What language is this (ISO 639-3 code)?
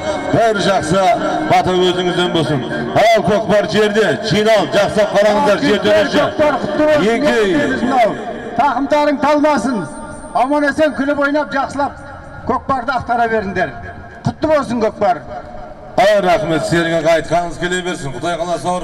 kaz